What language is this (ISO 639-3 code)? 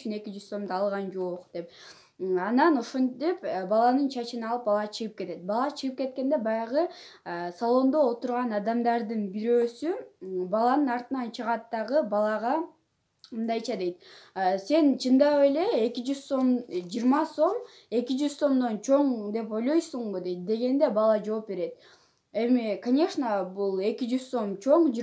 kir